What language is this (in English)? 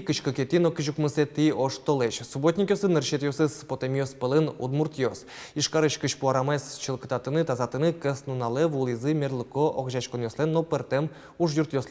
Udmurt